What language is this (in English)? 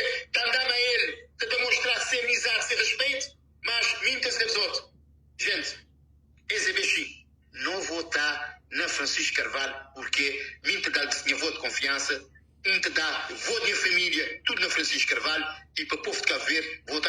Kabuverdianu